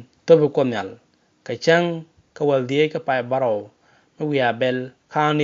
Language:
Nuer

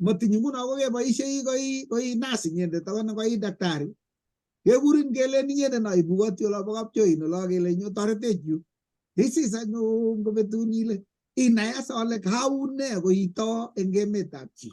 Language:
Kalenjin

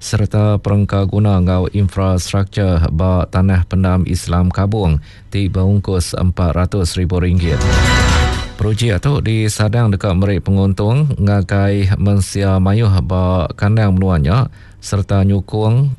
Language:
Iban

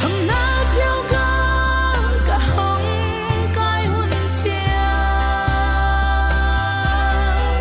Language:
Paite Chin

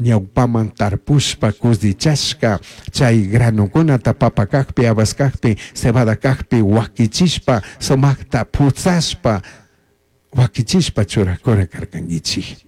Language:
Chimborazo Highland Quichua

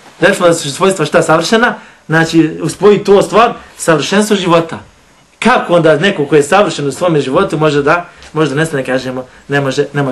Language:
Bosnian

